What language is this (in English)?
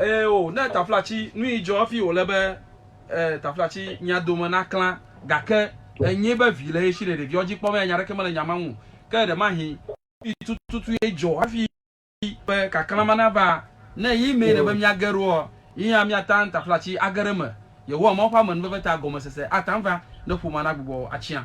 Ewe